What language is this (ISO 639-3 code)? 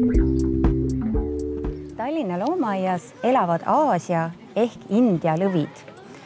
est